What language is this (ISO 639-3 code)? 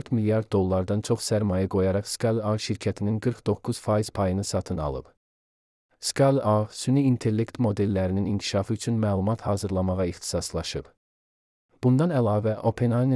aze